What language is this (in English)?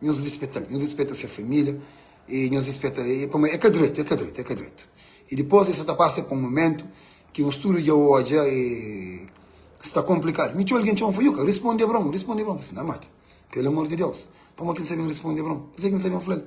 Kabuverdianu